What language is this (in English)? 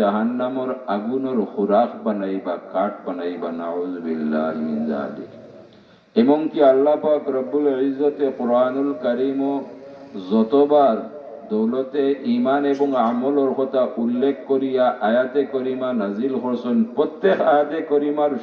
Sylheti